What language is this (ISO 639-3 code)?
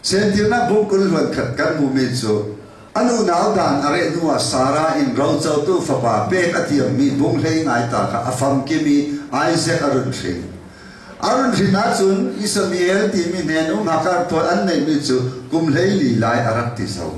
cfm